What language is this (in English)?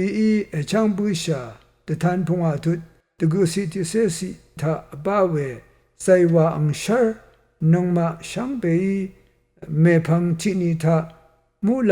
Rawang